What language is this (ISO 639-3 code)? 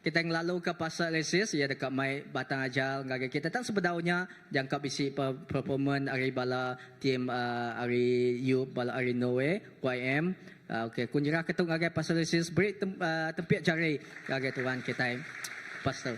iba